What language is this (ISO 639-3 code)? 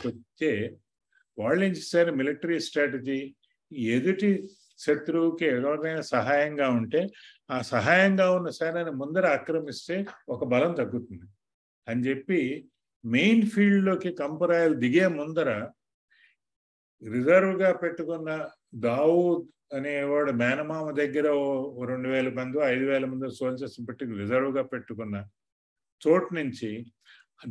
tel